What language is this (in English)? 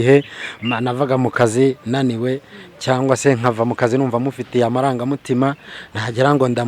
Kinyarwanda